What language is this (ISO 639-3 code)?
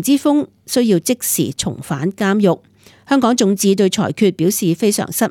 yue